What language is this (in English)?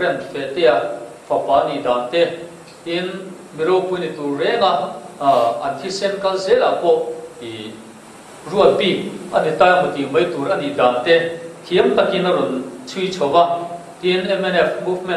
Mizo